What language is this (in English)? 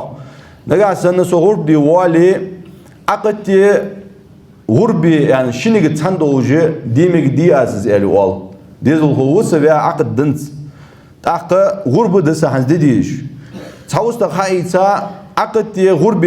Ingush